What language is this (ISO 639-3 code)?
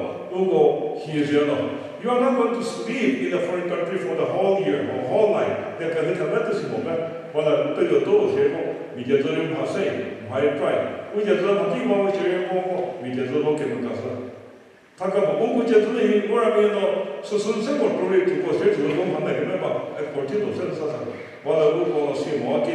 nri